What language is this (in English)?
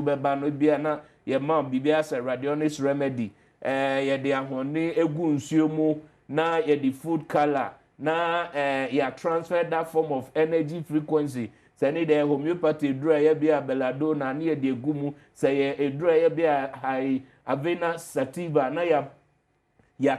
Akan